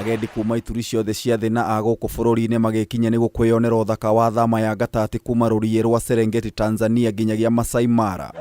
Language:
Kikuyu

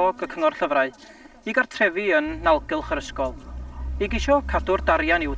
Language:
Welsh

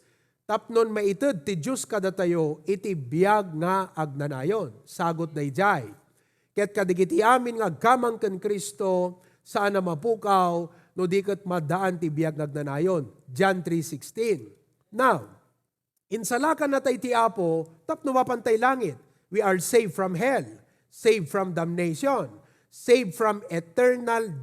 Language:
Iloko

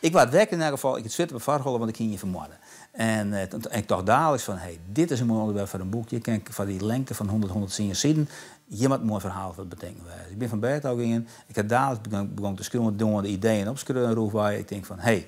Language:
Western Frisian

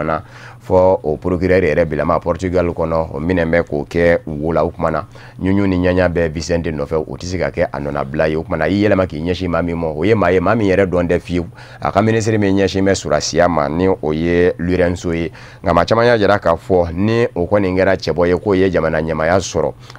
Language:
Bambara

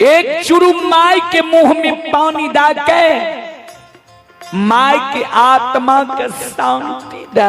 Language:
Maithili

